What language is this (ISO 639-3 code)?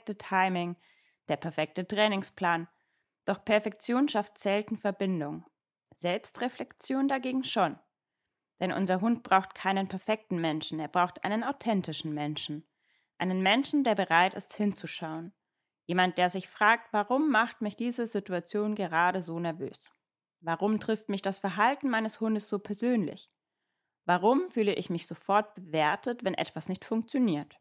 deu